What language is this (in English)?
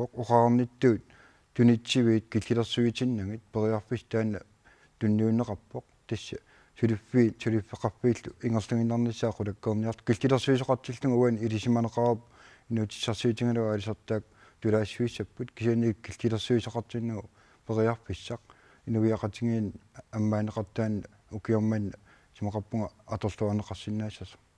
Kalaallisut